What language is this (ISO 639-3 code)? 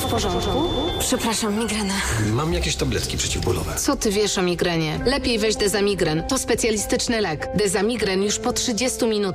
pol